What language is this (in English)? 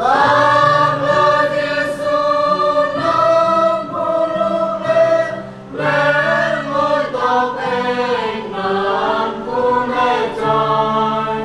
Central Mnong